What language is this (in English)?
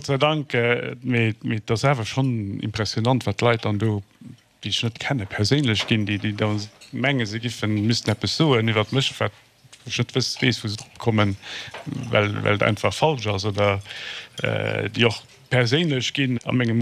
Luxembourgish